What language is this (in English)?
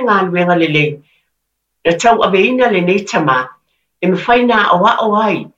Samoan